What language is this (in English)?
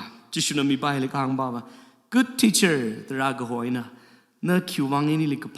Tangkhul Naga (India)